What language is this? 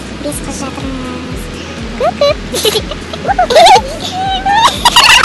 Kazakh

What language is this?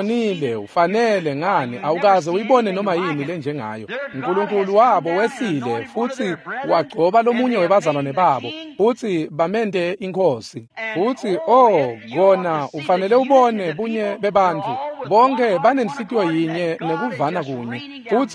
Swati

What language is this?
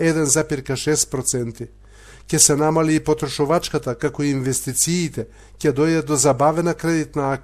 Macedonian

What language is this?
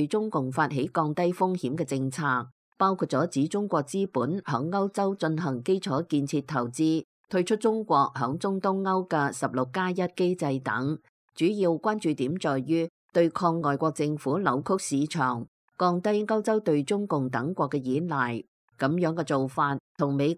Cantonese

